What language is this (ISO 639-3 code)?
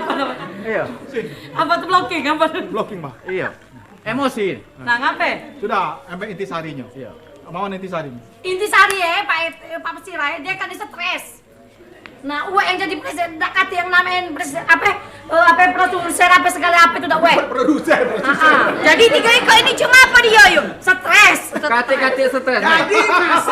mui